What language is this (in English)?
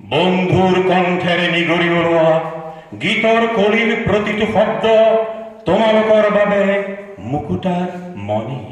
Assamese